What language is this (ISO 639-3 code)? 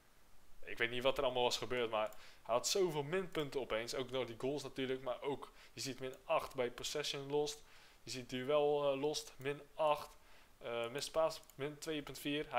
nld